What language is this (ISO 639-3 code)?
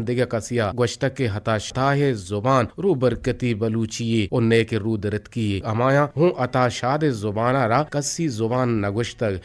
bgp